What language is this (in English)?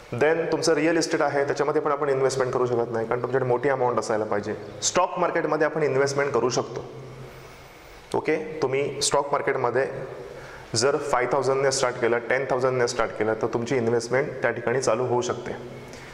Marathi